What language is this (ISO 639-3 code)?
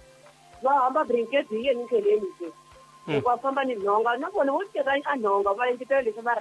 tso